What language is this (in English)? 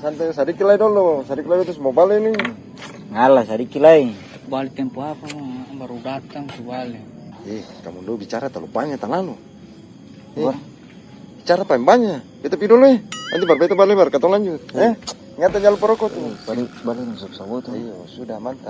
Ambonese Malay